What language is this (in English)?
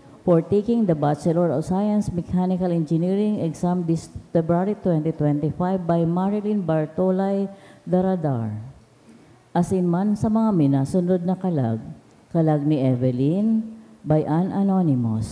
Bikol